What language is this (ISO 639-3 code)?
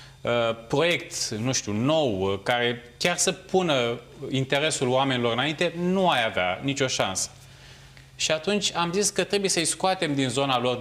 ron